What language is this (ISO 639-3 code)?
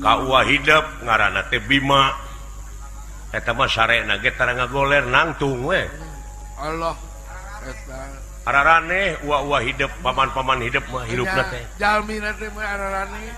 sun